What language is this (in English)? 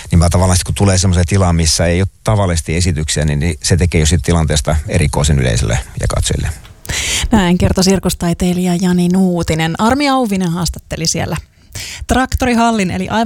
Finnish